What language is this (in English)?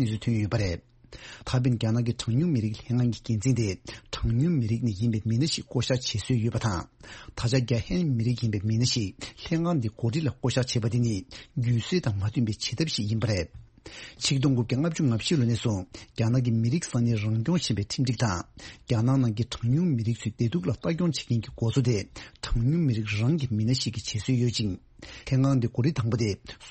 Tibetan